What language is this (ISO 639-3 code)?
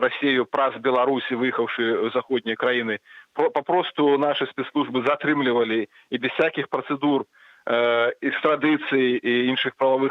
bel